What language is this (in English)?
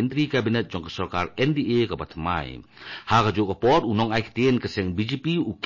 Khasi